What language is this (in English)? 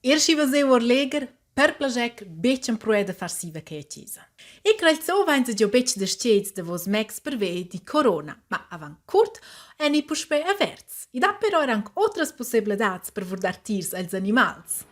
Romansh